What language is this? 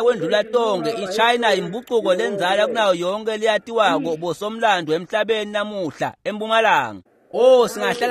Swati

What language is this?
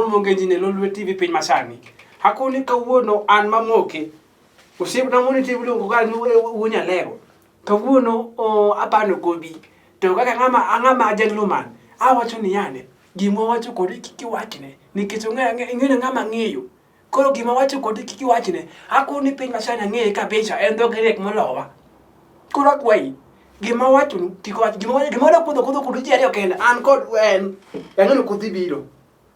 Luo (Kenya and Tanzania)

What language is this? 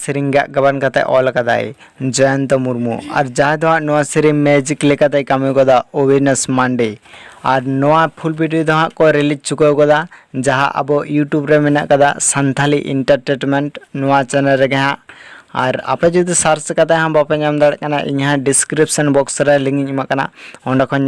Santali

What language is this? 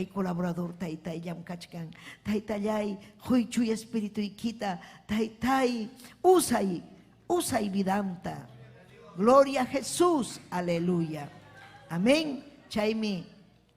Ayacucho Quechua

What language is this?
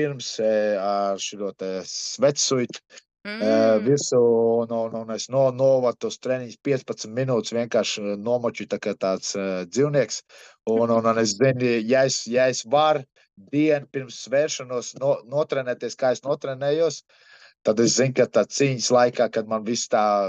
Latvian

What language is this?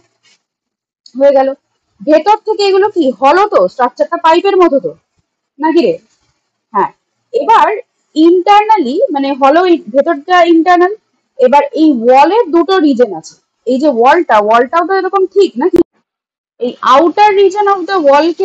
Bangla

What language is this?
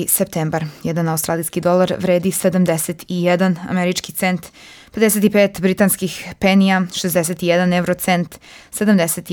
Serbian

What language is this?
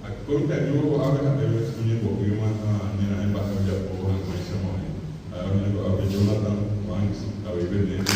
Guarani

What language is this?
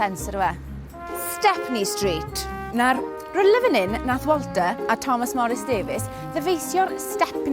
Welsh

